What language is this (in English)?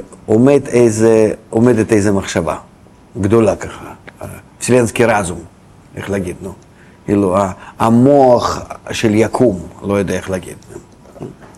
Hebrew